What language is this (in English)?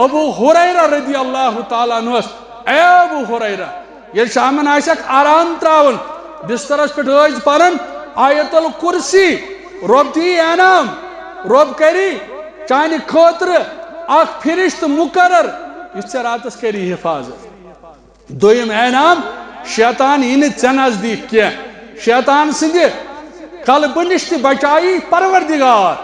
Kashmiri